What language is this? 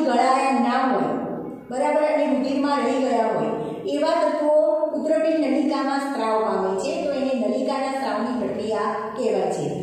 Gujarati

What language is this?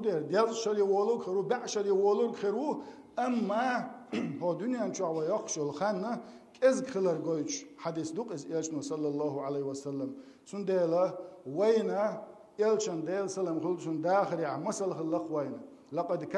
Chechen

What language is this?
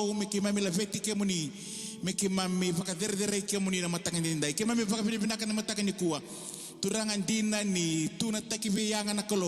Fijian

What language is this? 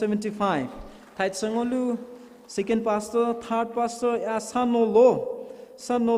Poumei Naga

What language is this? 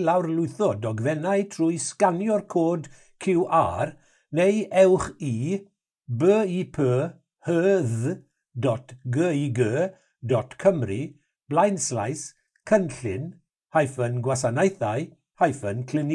Welsh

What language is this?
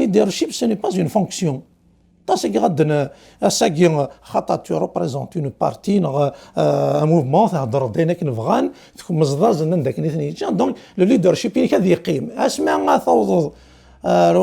Kabyle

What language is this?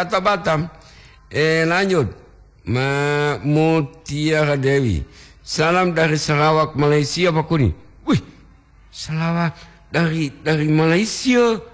Gorontalo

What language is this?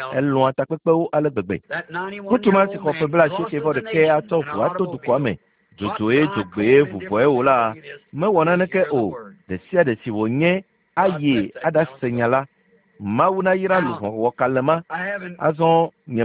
Ewe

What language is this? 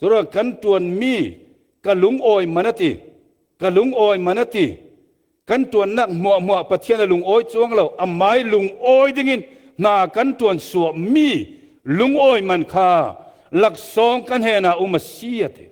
Falam Chin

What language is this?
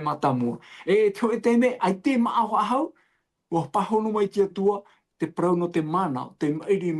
Tahitian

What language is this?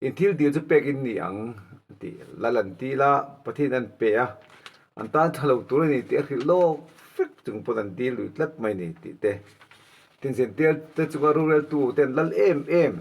Mizo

